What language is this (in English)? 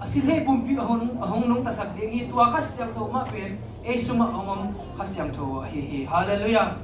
Tedim Chin